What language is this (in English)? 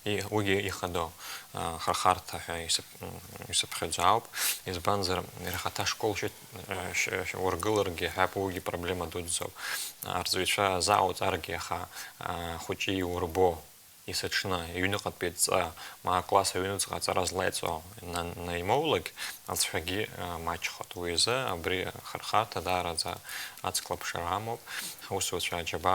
Abkhazian